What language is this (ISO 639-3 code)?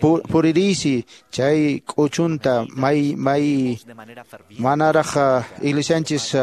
que